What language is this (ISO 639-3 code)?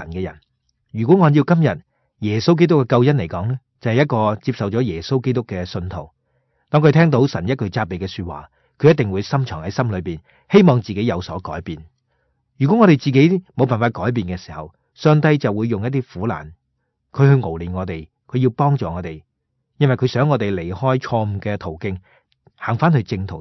yue